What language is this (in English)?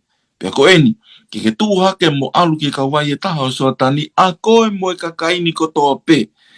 Tongan